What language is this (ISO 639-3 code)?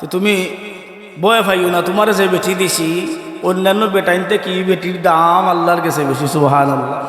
syl